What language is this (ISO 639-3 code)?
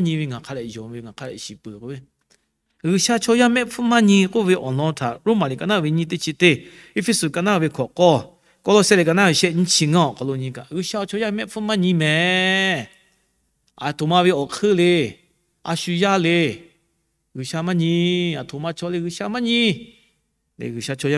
lhu